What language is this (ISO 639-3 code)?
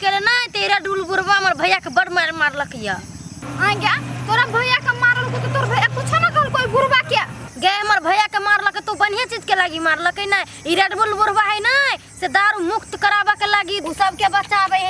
mai